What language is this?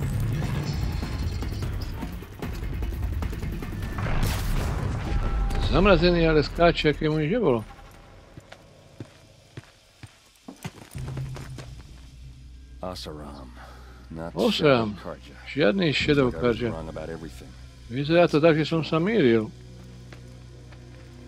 Slovak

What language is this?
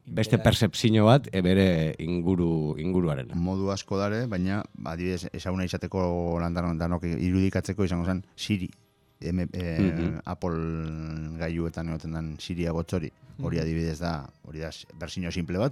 Basque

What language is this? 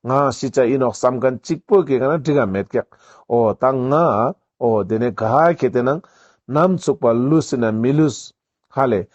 Ladakhi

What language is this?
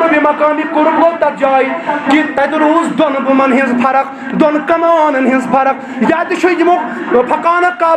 Kashmiri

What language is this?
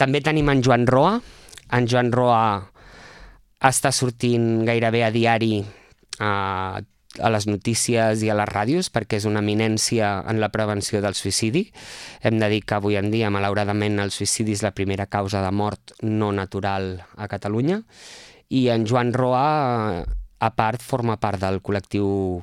Catalan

